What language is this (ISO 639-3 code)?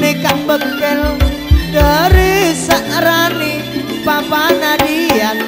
mad